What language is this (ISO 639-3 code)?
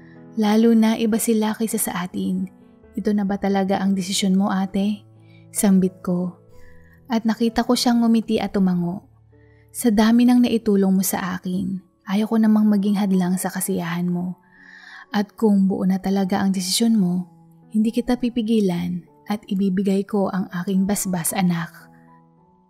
fil